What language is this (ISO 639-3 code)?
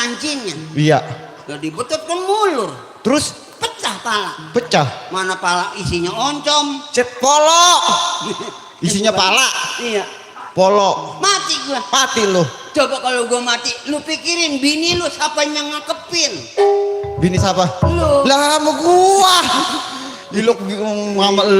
bew